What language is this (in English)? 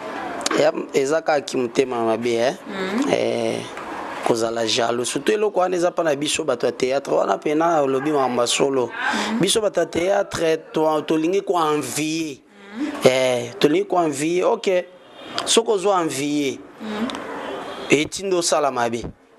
Lingala